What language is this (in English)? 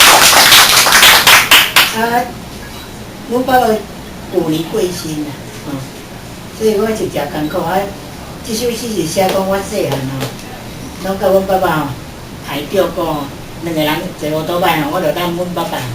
Min Nan Chinese